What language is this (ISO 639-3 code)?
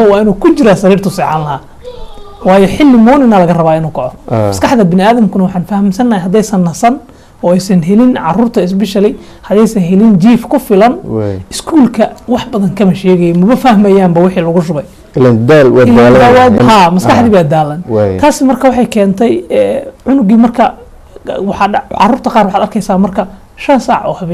som